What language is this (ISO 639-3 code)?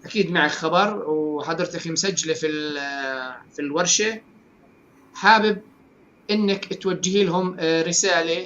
apc